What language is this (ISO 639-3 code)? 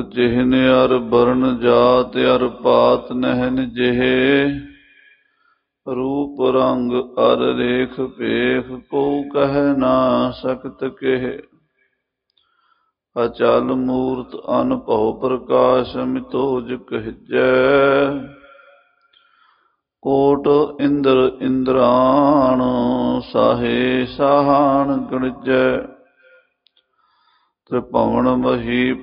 pan